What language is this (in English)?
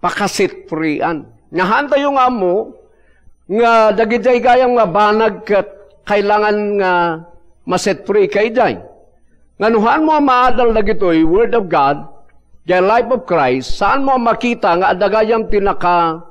Iloko